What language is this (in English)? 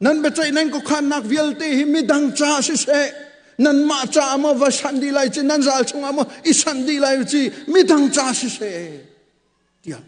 Hakha Chin